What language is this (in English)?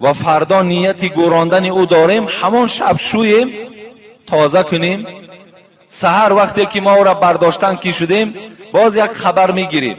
Tajik